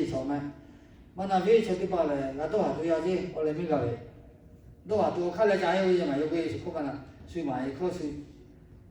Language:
Lahu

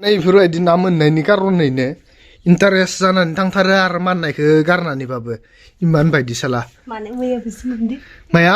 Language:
Bodo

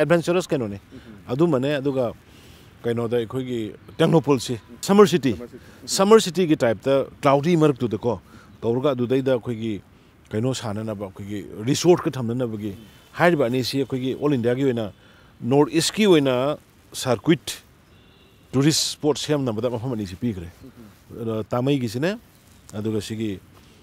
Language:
Manipuri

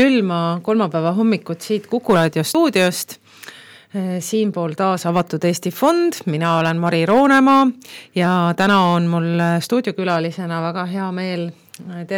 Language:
Estonian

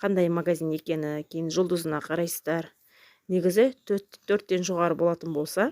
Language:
Kazakh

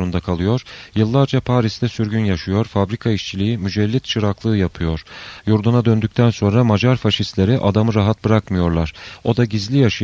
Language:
Turkish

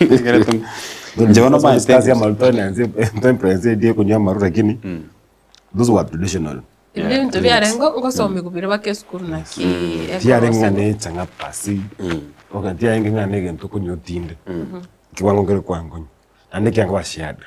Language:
Gusii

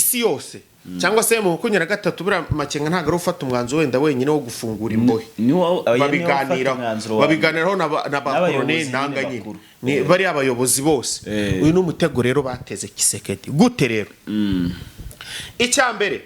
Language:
Kinyarwanda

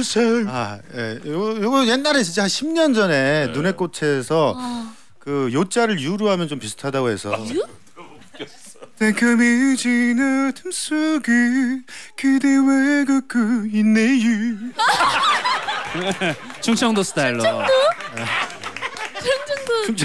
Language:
Korean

